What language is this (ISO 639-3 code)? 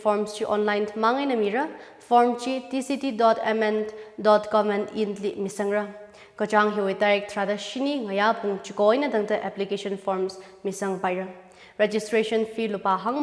nmf